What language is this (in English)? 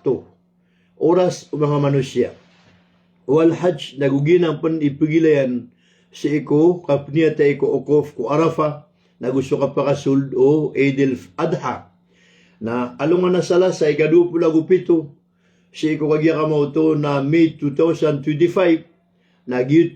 Maranao